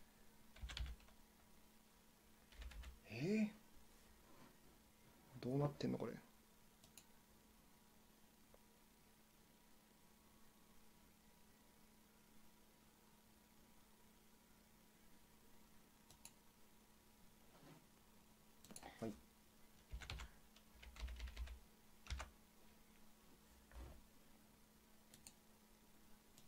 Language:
Japanese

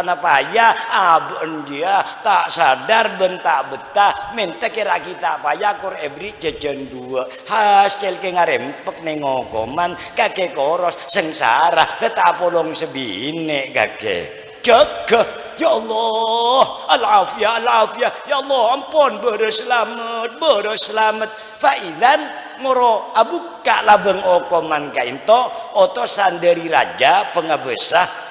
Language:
Madurese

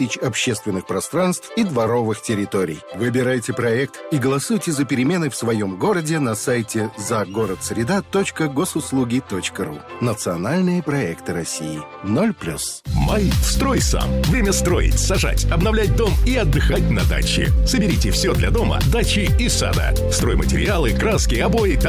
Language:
Russian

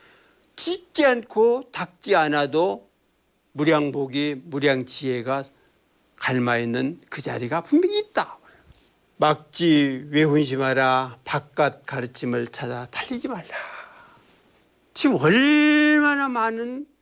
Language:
Korean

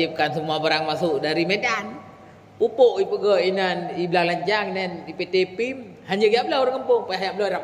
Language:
Achinese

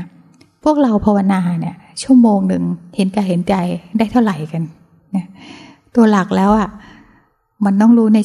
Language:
Thai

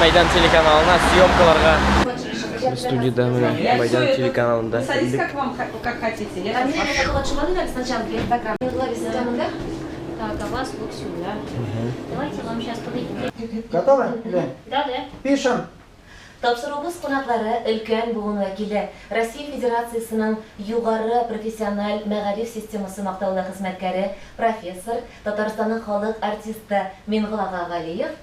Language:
Tatar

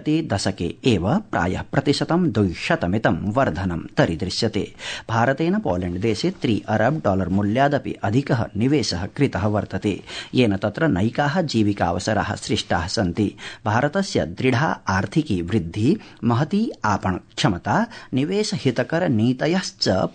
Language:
Sanskrit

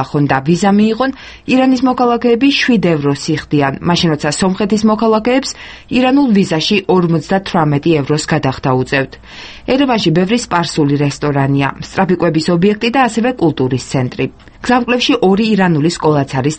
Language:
Georgian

